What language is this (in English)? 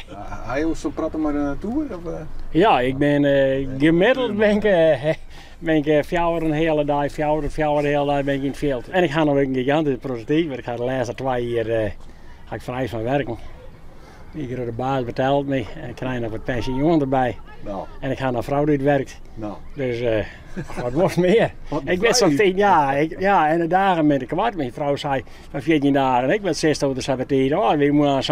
Western Frisian